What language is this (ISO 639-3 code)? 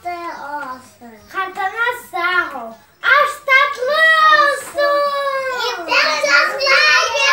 crh